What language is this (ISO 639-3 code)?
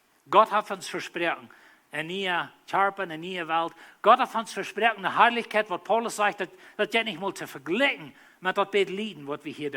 pdt